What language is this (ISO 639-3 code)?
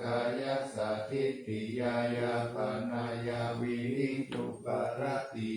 pli